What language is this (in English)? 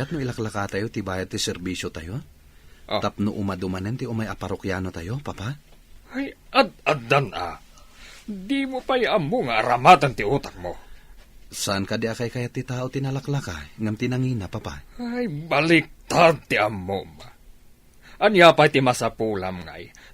Iloko